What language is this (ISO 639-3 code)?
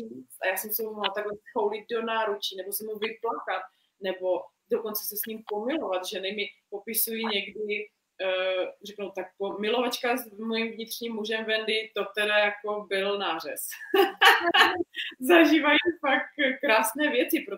ces